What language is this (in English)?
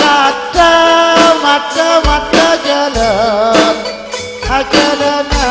Madurese